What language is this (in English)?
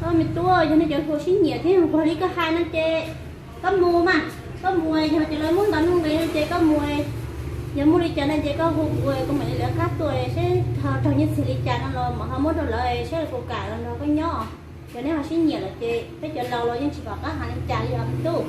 Hmong